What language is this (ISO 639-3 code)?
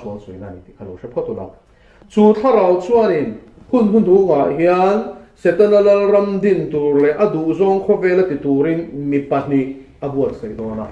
lus